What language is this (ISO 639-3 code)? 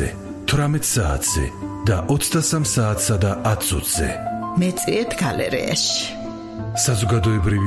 kat